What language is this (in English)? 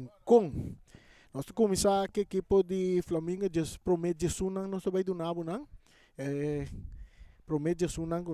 Papiamento